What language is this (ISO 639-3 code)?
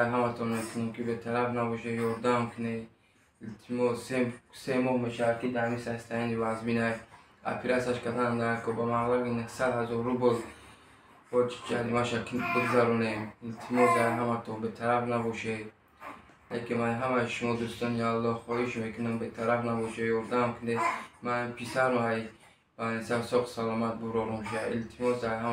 tgk